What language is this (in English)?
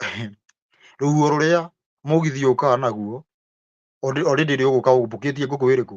Kikuyu